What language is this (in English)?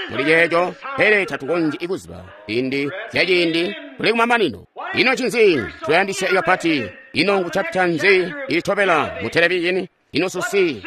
Tonga (Zambia)